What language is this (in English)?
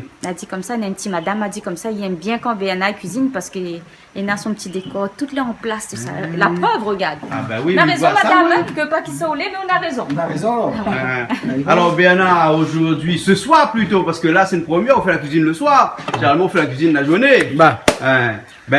Réunion Creole French